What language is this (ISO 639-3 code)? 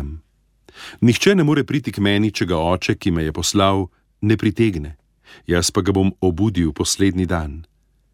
slv